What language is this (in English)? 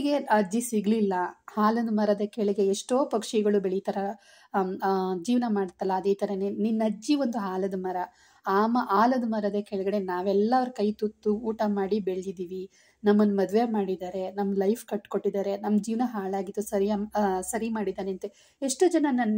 Kannada